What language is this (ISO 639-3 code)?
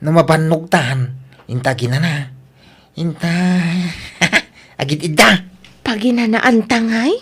ilo